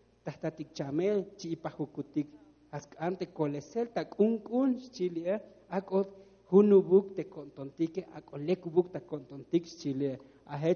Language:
Tzotzil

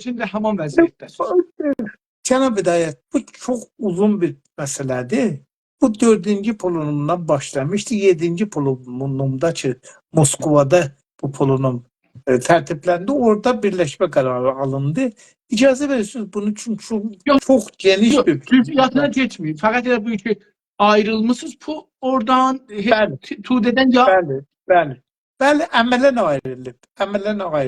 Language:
South Azerbaijani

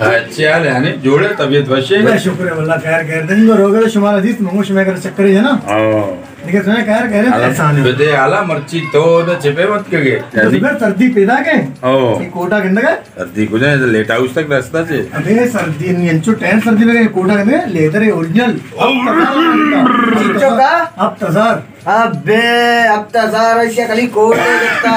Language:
Baluchi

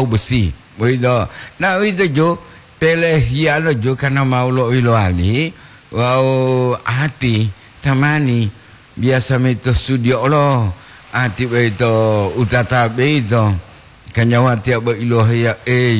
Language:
Gorontalo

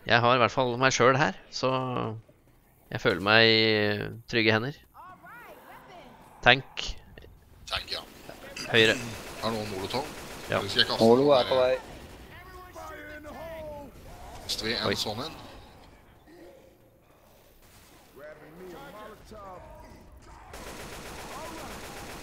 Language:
Norwegian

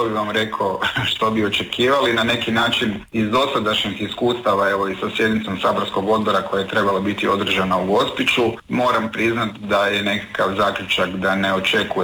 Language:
Croatian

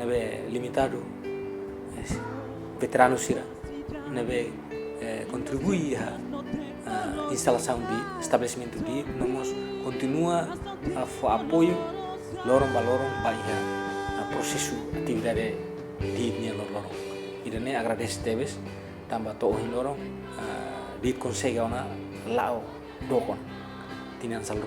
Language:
Tetum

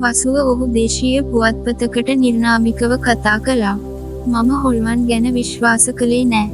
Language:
Sinhala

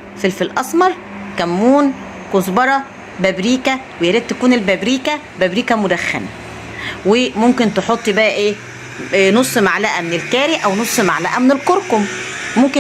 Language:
Egyptian Arabic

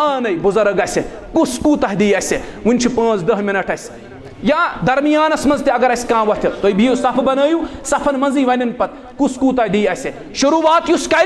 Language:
Kashmiri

